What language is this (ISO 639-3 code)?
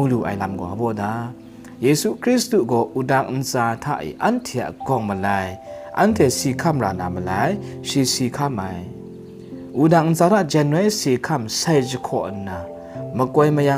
kac